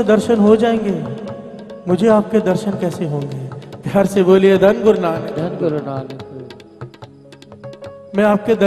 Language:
Hindi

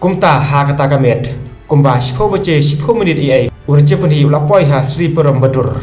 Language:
Khasi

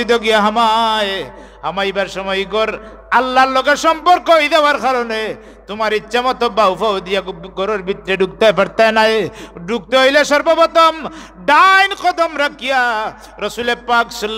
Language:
Sylheti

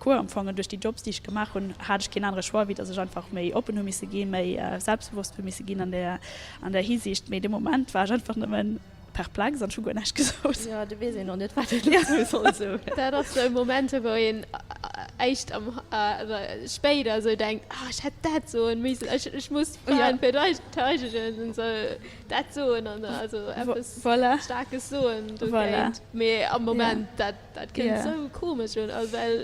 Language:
Luxembourgish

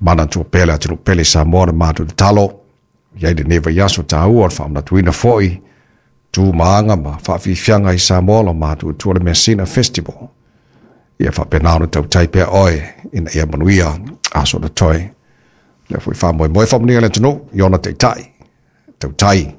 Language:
Samoan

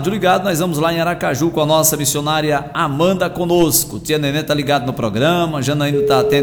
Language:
Portuguese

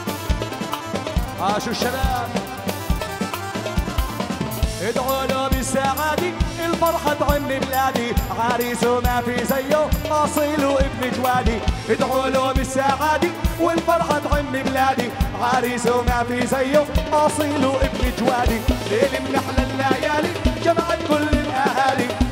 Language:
South Levantine Arabic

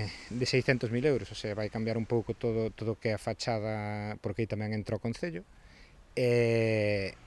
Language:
Galician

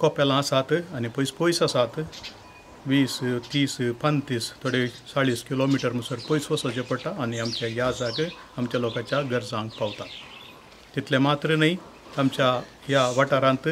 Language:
Konkani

